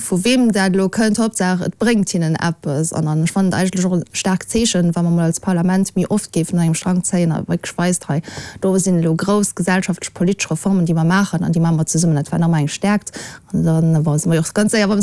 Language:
Luxembourgish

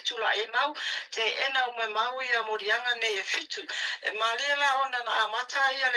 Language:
Samoan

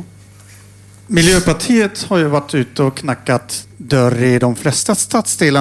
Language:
Swedish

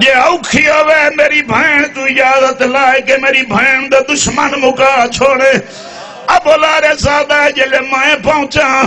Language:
Saraiki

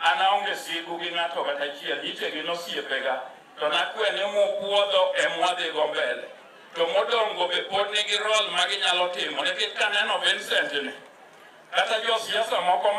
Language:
Luo (Kenya and Tanzania)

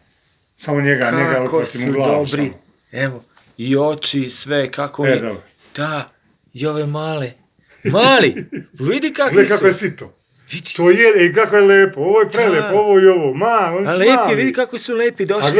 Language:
Serbian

